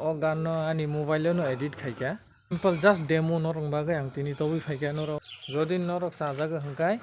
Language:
Kok Borok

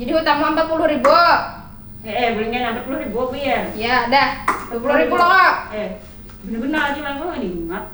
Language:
Banjar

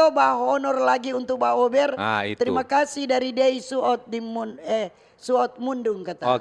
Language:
Manado Malay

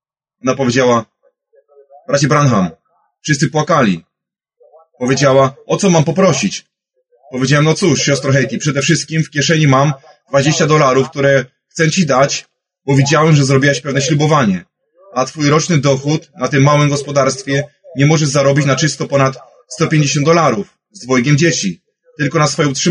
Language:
Polish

